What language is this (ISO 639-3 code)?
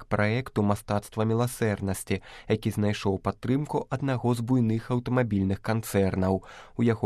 bel